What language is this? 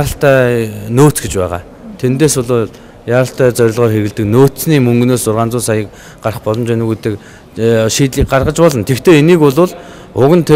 Mongolian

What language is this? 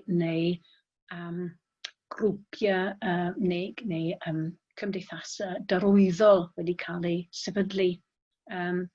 Welsh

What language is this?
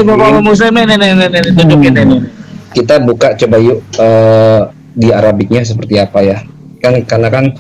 Indonesian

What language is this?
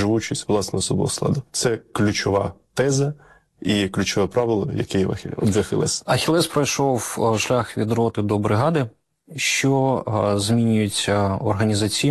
Ukrainian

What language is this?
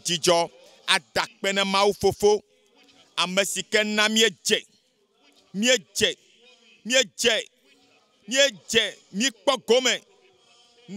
Ewe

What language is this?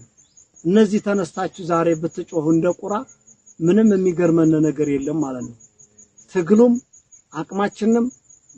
Amharic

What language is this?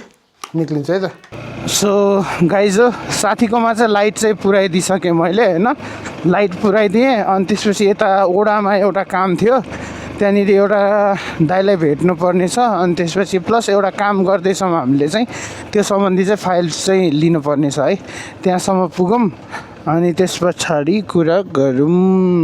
Nepali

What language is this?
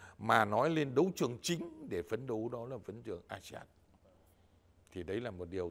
Vietnamese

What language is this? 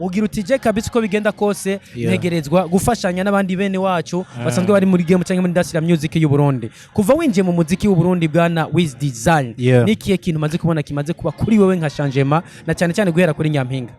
Rundi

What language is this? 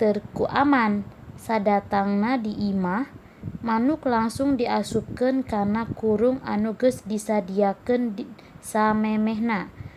Sundanese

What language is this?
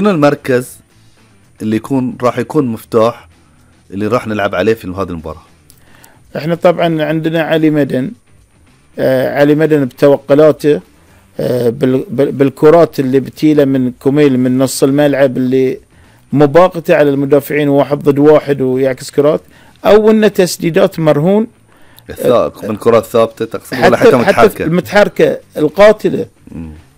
Gulf Arabic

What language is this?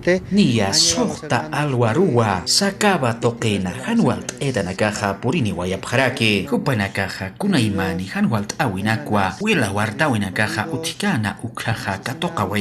Aymara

